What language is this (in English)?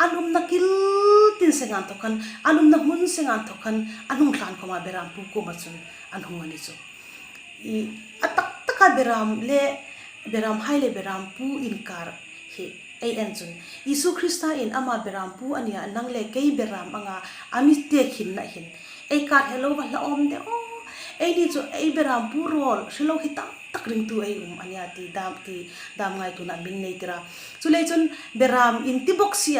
Hmar